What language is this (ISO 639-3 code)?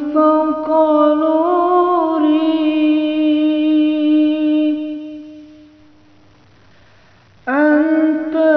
ara